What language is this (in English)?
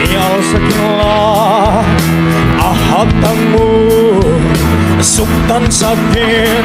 Tedim Chin